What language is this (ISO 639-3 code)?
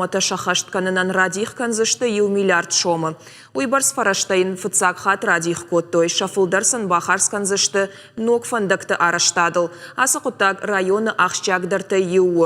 oss